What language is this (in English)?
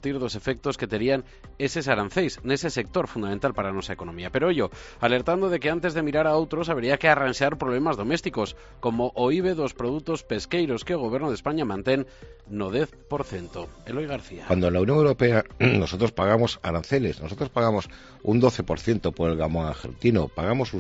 Galician